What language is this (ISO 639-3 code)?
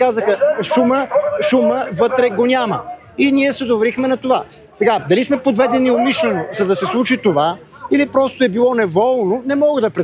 bul